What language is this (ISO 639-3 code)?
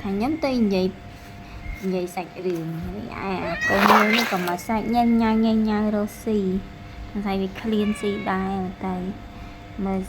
khm